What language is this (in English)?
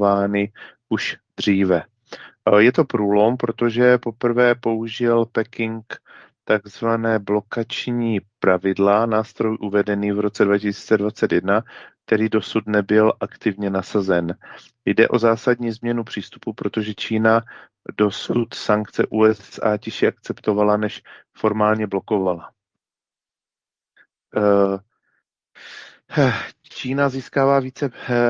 Czech